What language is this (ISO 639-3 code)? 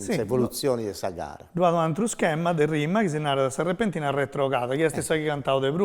srd